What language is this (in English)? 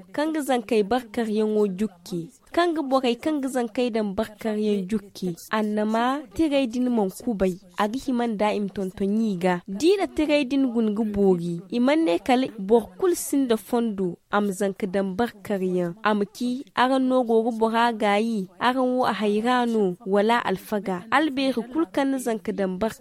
Zarma